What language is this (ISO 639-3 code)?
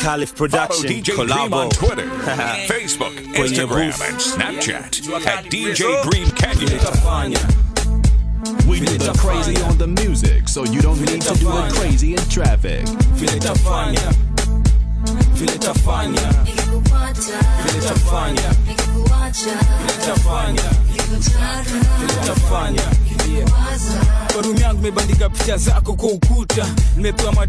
swa